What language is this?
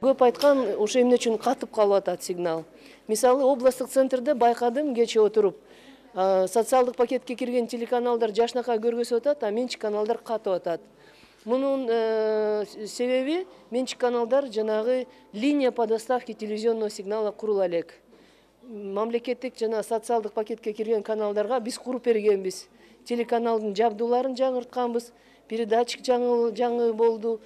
Kyrgyz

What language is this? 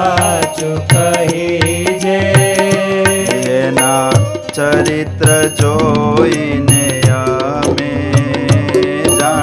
Gujarati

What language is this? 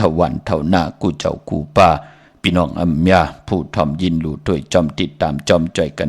Shan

